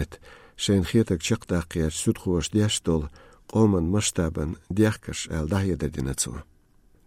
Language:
Chechen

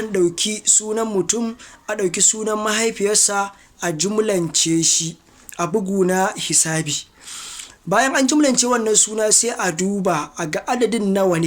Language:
Hausa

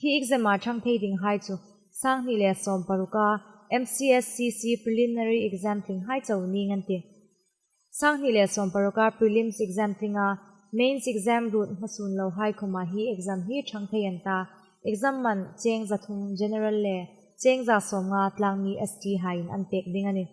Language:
Hmar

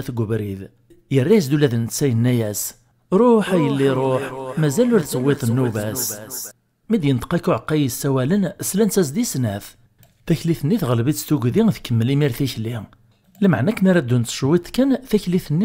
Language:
Kabyle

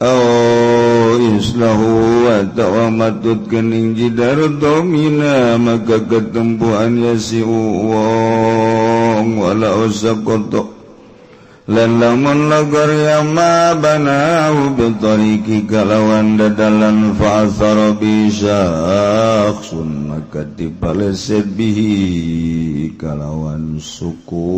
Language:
Sundanese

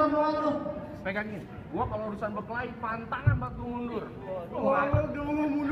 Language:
Betawi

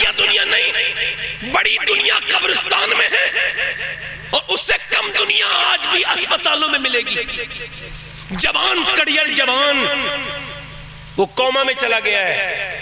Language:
Urdu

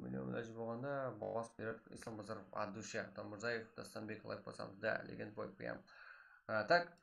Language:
Kara-Kalpak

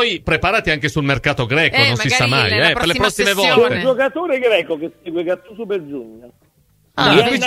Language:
Italian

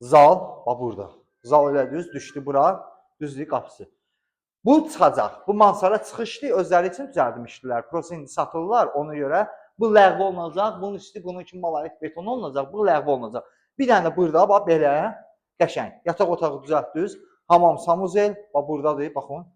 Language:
Azerbaijani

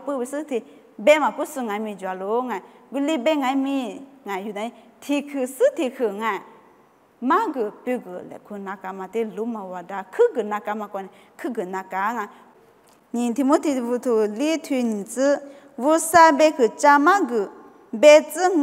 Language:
Lisu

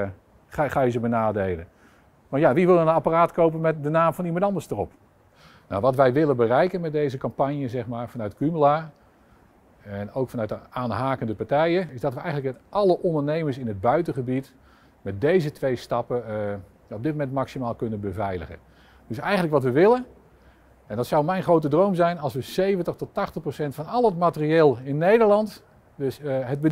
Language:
Dutch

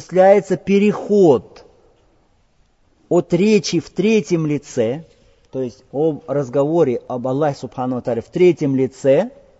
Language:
Russian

